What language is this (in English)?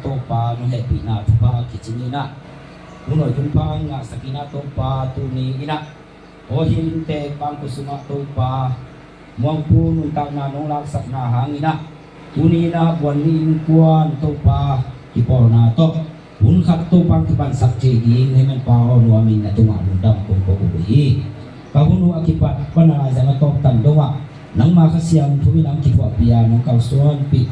Tedim Chin